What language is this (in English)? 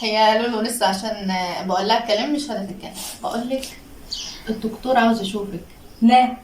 Egyptian Arabic